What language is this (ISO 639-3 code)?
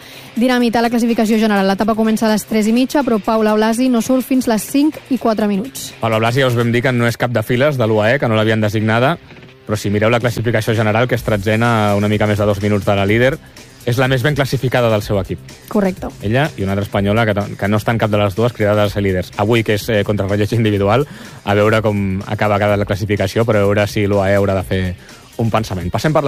cat